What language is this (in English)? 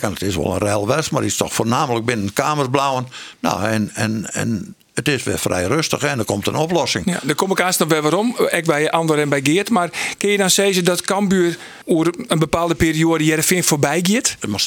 Western Frisian